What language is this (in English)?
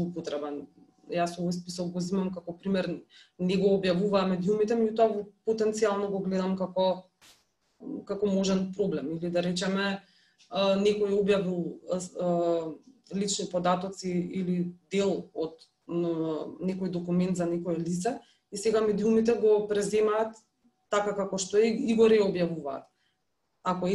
Macedonian